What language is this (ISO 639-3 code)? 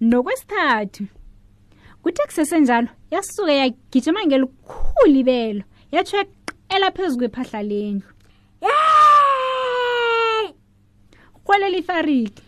nbl